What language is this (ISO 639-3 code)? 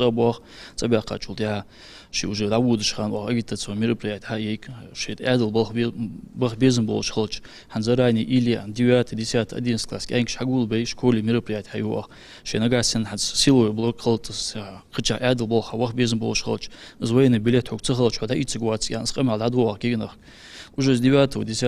inh